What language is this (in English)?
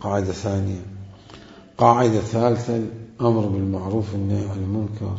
Mesopotamian Arabic